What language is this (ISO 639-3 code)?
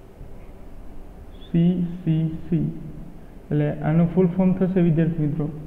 guj